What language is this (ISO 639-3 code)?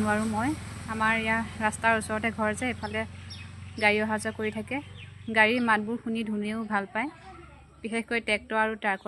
asm